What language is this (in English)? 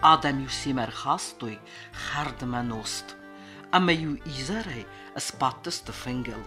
Ossetic